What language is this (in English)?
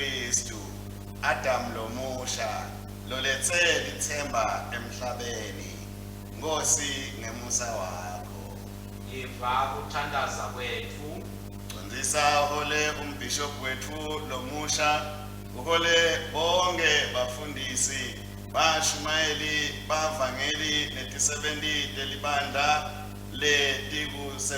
Swati